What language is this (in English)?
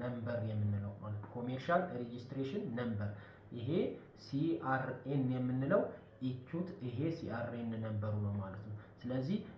Amharic